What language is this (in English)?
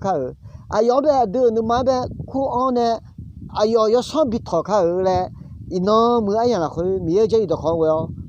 Akha